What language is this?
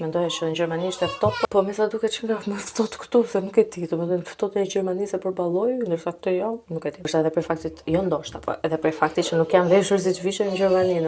Albanian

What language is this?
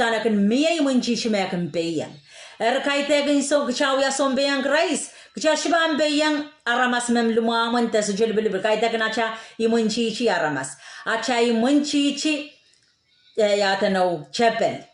Pohnpeian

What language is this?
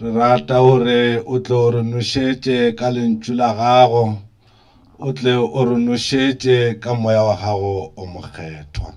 Northern Sotho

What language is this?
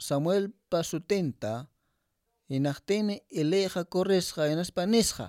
Quechua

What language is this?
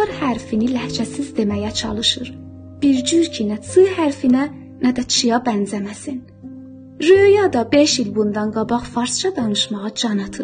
South Azerbaijani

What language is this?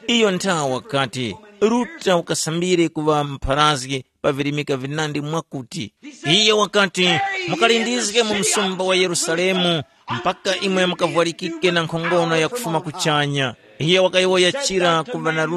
Tumbuka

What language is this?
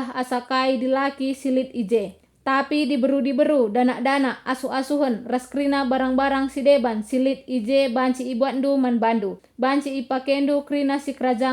Batak Karo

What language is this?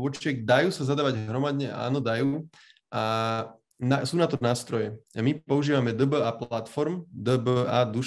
Slovak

